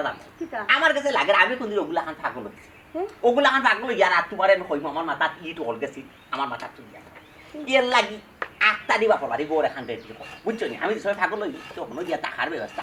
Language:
Sylheti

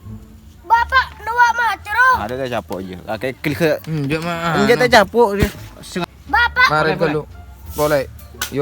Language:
Madurese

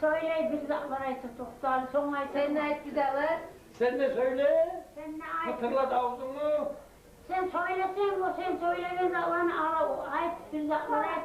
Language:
Kumyk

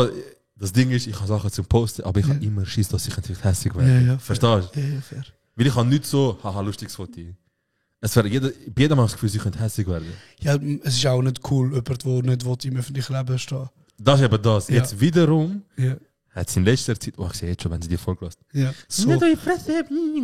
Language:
Swiss German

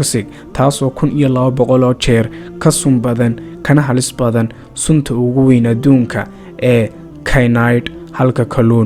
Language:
Somali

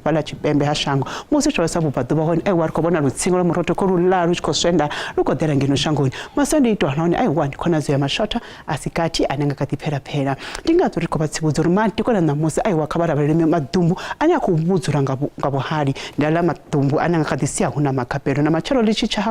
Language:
Venda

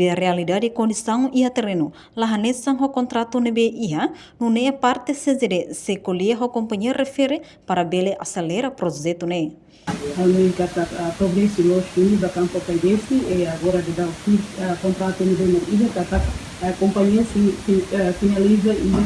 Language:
Tetum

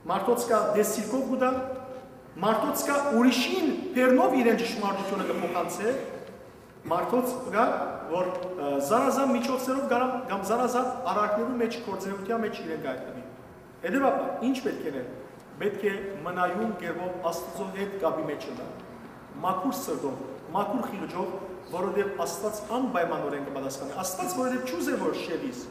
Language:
Western Armenian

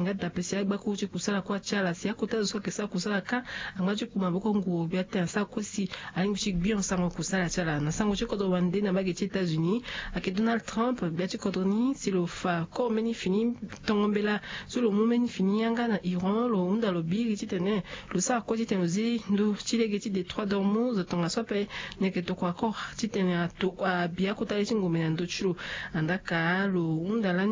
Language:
Sango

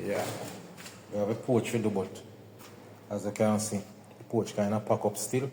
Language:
Jamaican Creole English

